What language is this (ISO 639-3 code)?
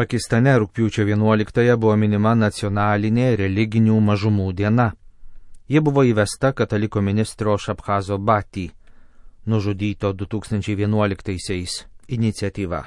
lit